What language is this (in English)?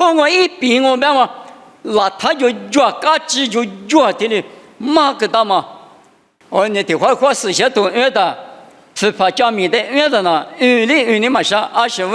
Lisu